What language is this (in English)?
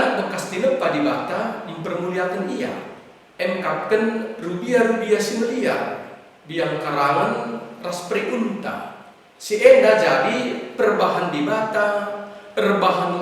Batak Karo